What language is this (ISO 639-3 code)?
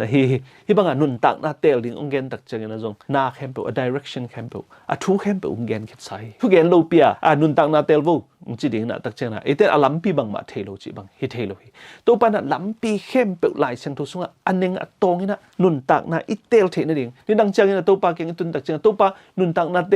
ctd